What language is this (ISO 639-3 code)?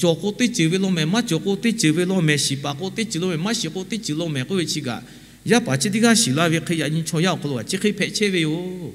lhu